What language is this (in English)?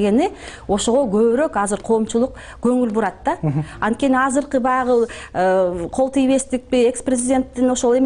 Kyrgyz